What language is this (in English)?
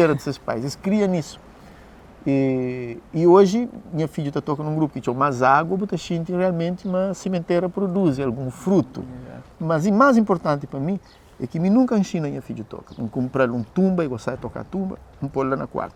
Kabuverdianu